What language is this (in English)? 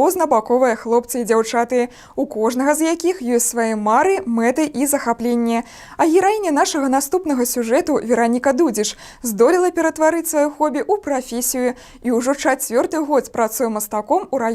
Belarusian